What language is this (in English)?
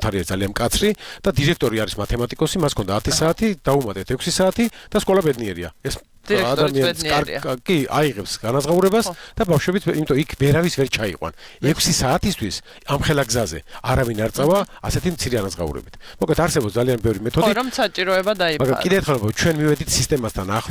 Georgian